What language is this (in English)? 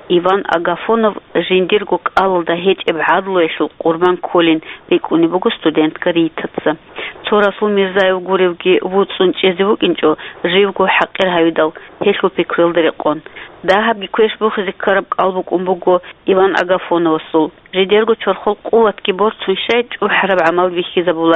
Avaric